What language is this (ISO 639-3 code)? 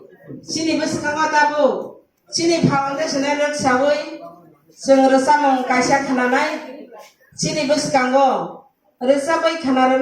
trp